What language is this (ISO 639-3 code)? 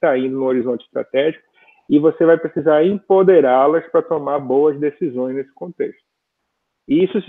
por